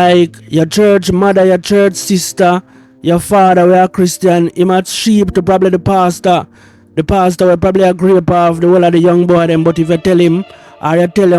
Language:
Jamaican Creole English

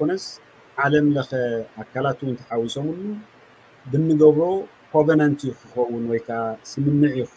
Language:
Tigrinya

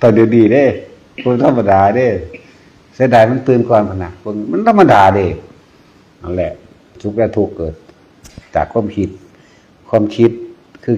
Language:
Northeastern Thai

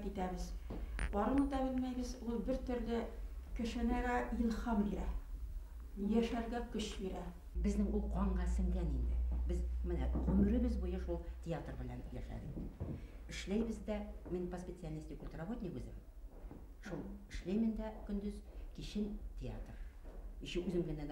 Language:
Bashkir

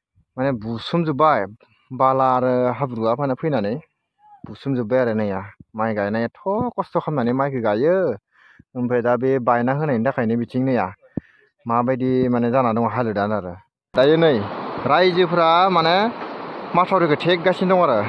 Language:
Bodo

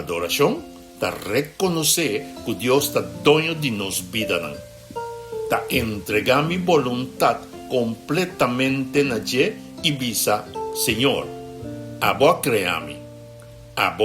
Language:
Papiamento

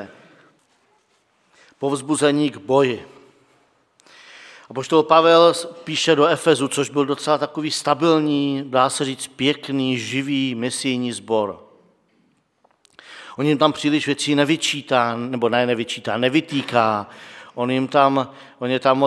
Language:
Czech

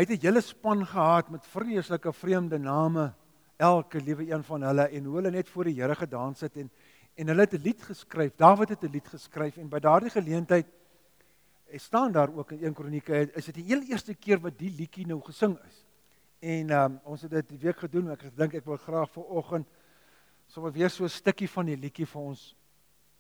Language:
Afrikaans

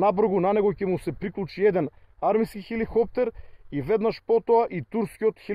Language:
Macedonian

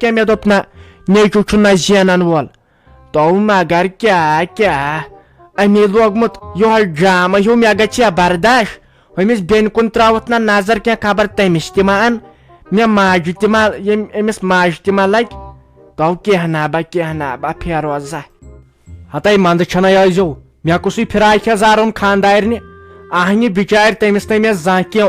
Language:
Kashmiri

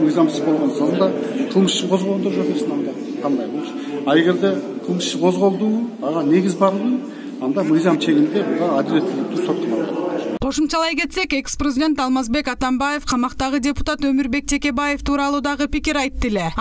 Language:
Kyrgyz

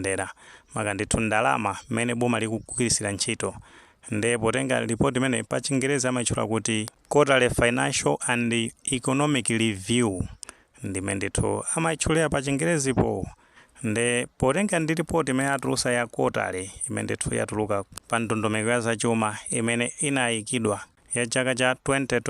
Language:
Nyanja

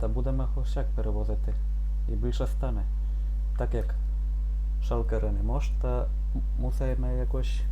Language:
Rusyn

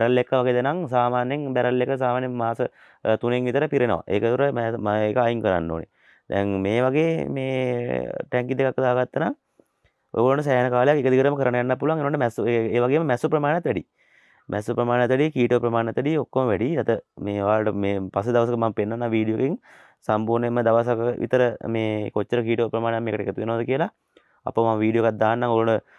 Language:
Sinhala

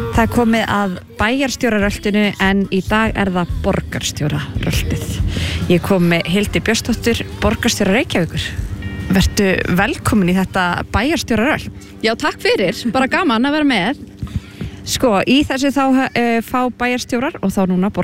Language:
Icelandic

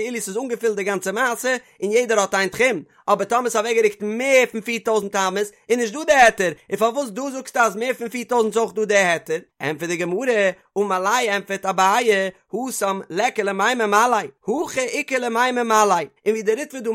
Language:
Yiddish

